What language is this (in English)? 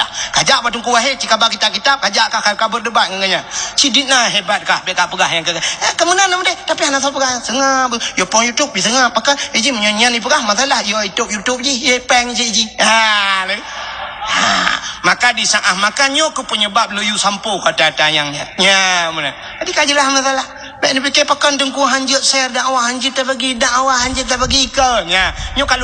Achinese